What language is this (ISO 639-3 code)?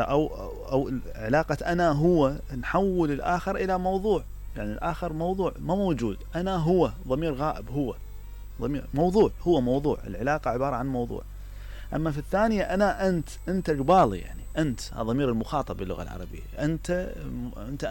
acm